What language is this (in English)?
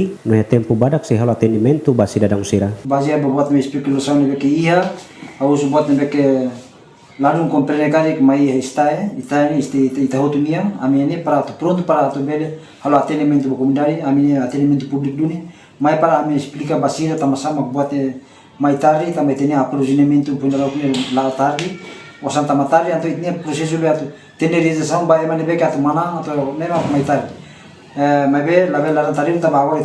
Tetum